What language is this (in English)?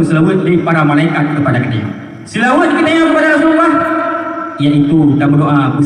Achinese